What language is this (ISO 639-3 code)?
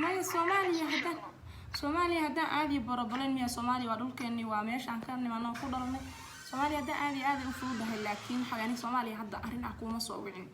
som